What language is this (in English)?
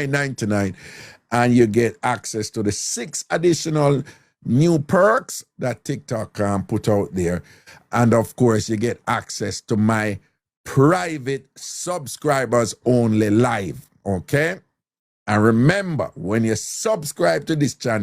Jamaican Creole English